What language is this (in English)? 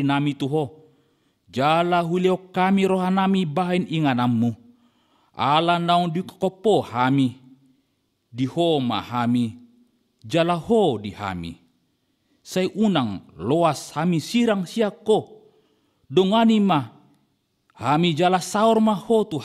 Batak Toba